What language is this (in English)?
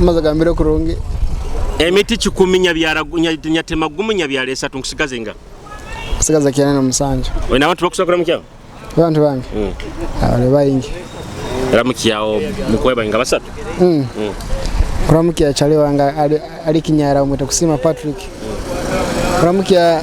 Nyoro